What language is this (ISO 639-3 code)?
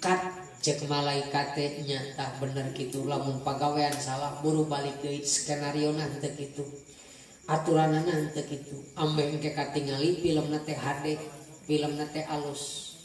sun